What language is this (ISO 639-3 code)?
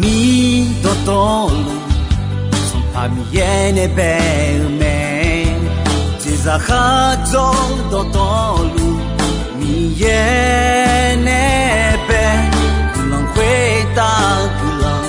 ahk